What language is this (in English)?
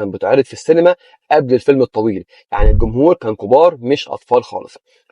Egyptian Arabic